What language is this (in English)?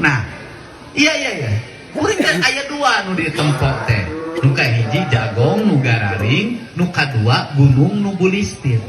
Sundanese